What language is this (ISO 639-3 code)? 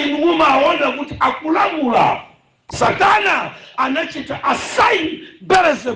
nya